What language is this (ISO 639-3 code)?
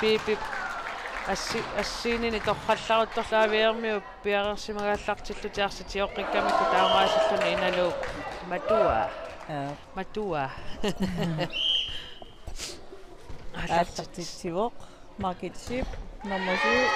kal